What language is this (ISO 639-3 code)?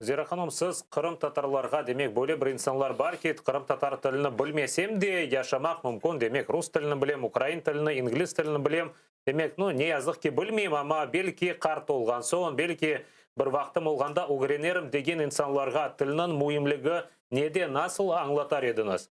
crh